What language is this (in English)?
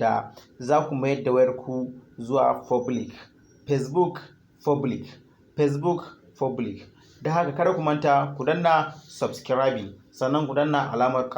Hausa